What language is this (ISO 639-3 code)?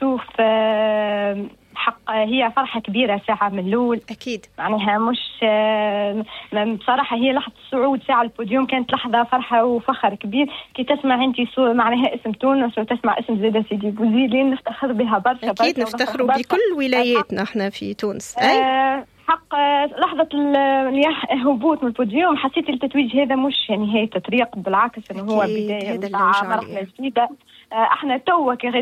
aeb